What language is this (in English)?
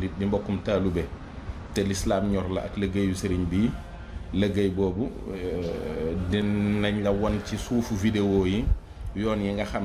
Wolof